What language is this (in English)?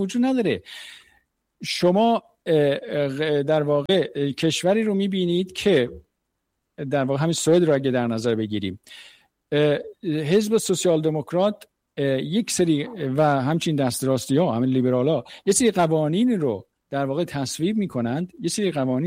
Persian